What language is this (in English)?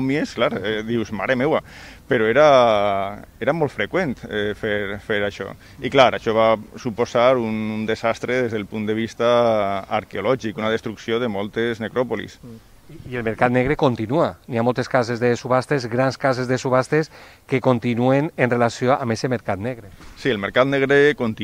Catalan